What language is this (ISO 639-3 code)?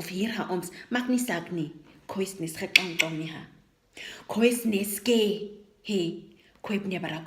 naq